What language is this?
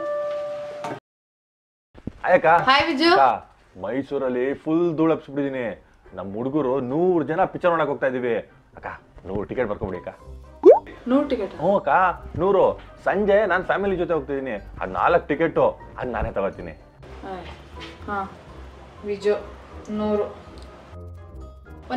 Kannada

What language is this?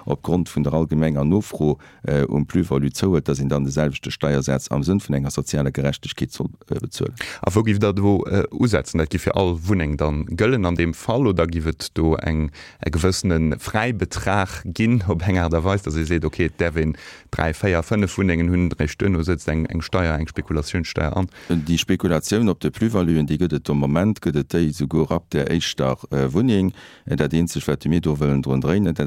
Luxembourgish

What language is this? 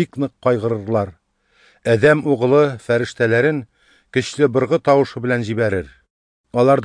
Tatar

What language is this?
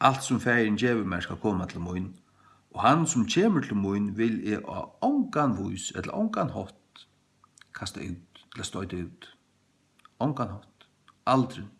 Faroese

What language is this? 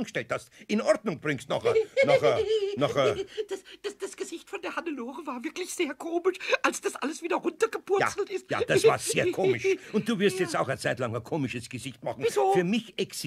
German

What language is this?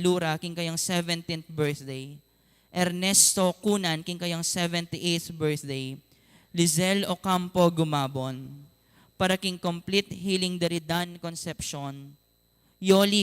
Pampanga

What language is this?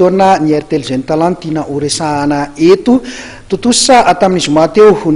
Malagasy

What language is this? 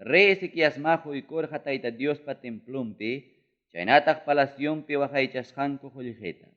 Ayacucho Quechua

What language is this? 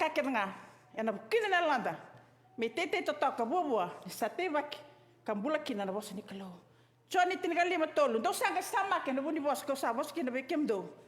Fijian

